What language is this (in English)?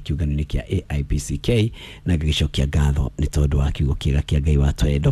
Kikuyu